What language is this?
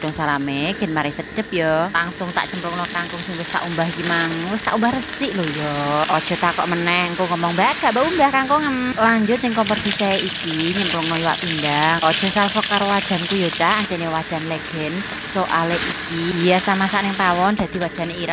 Javanese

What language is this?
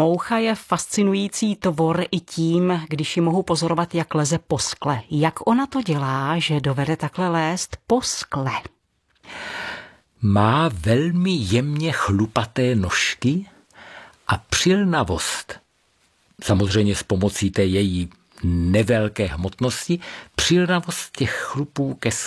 Czech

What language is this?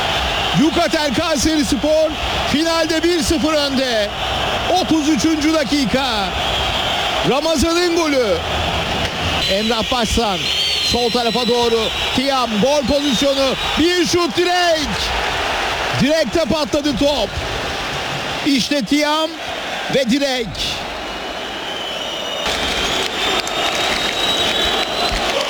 Turkish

